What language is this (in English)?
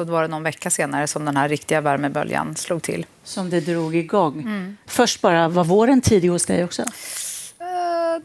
Swedish